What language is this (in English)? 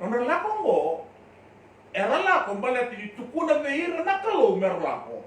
Fijian